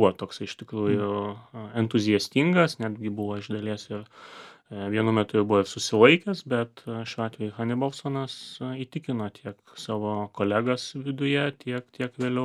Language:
Lithuanian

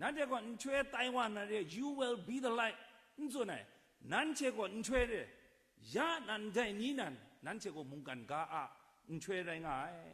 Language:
Kachin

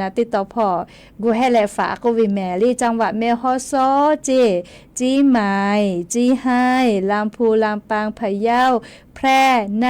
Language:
Lahu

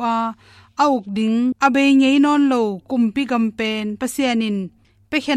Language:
Tedim Chin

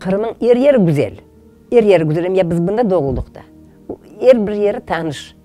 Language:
Crimean Tatar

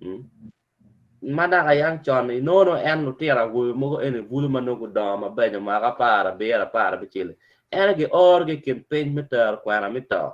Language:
Acoli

